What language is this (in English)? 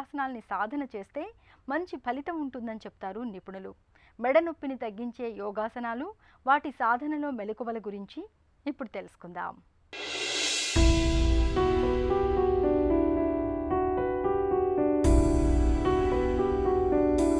Telugu